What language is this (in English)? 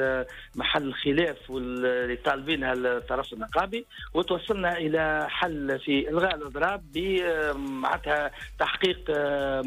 Tunisian Arabic